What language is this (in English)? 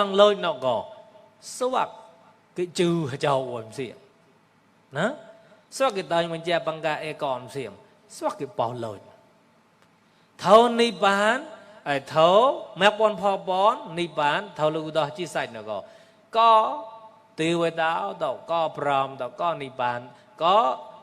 Mon